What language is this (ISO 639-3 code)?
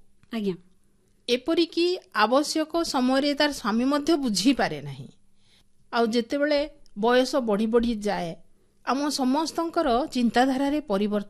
ori